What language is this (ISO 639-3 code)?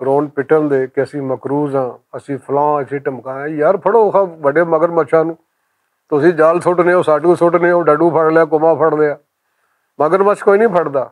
lah